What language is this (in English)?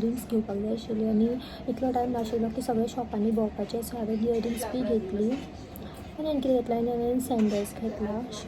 Konkani